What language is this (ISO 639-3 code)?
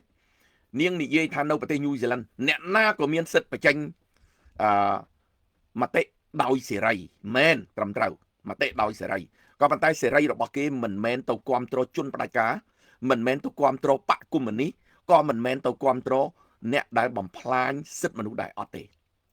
khm